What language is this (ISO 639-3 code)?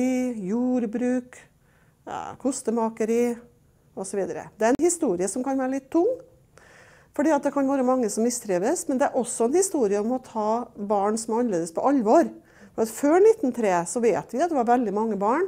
nor